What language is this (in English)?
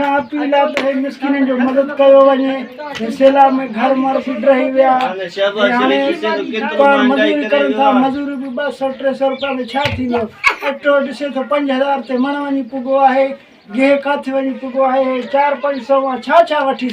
Sindhi